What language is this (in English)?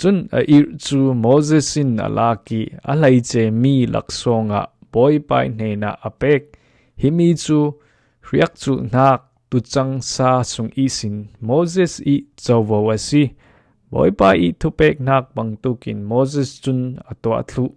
Falam Chin